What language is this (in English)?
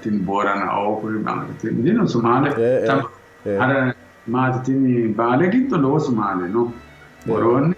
Sidamo